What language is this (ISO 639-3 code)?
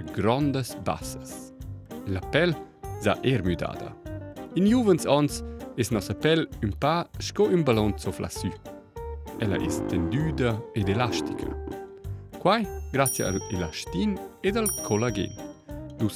roh